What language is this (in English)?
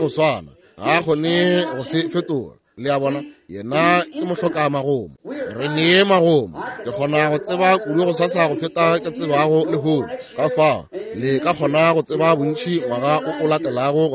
Northern Sotho